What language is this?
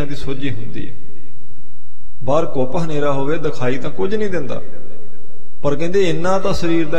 Punjabi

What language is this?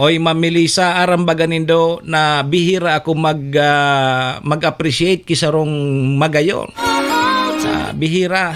Bikol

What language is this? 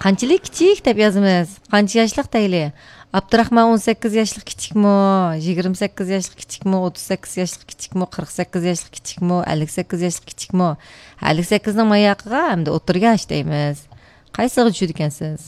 Uyghur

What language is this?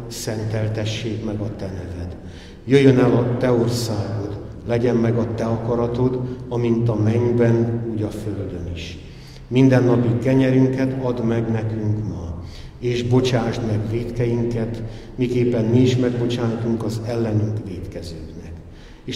Hungarian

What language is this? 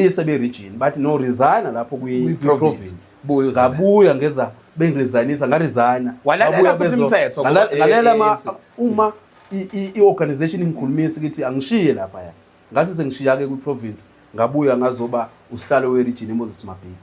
Zulu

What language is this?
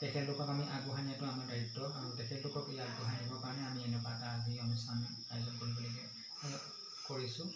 Assamese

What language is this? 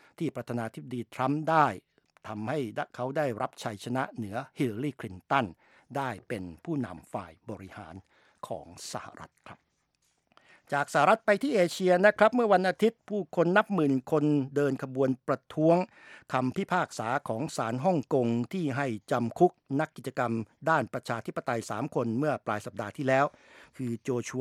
Thai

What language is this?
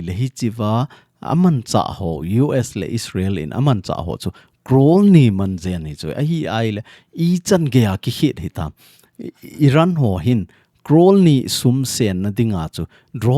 Thado Chin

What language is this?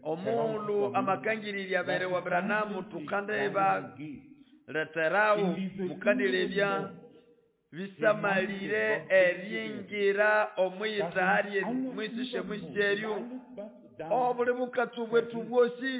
Nande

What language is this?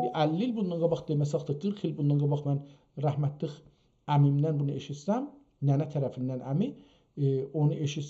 South Azerbaijani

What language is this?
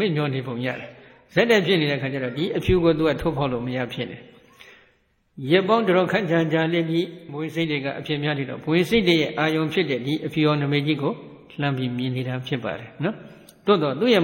Burmese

